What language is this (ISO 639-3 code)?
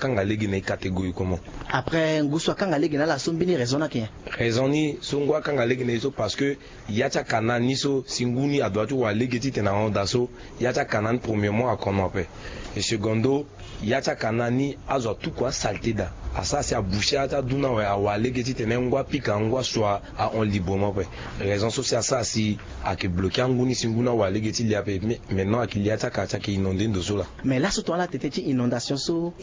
sag